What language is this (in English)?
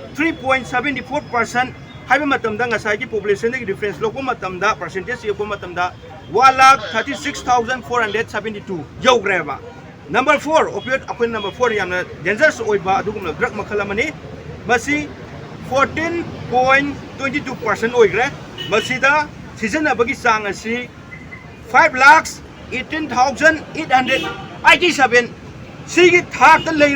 Manipuri